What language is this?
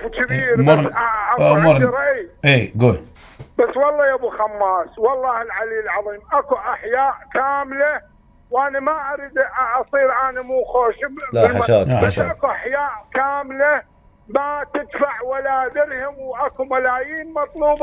Mesopotamian Arabic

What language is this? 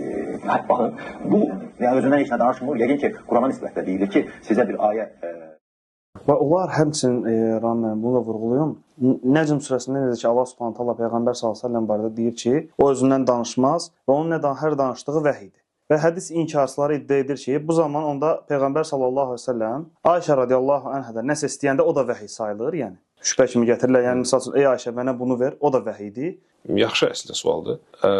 Azerbaijani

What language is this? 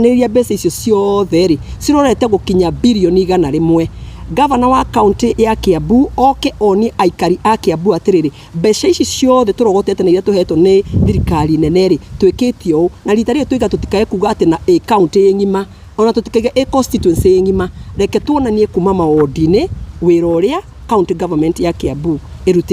Kikuyu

